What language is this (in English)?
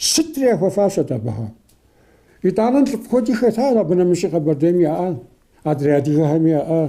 Kabardian